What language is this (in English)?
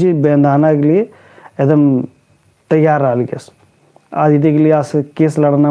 Kurukh